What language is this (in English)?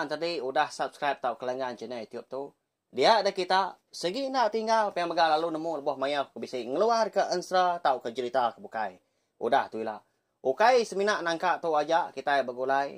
Iban